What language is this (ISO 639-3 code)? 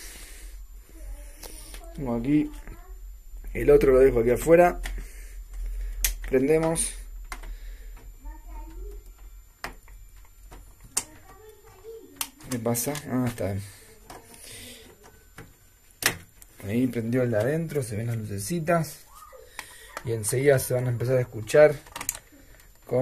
spa